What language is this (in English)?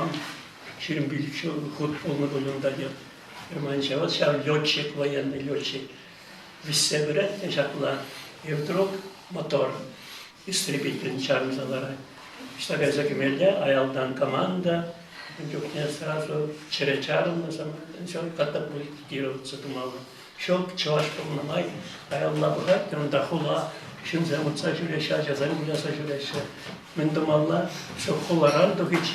Chuvash